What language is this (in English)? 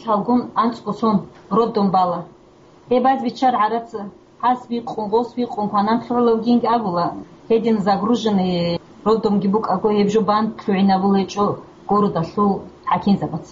Avaric